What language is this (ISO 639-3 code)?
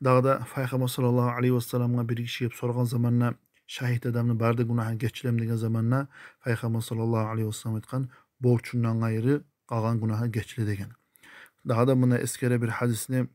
kum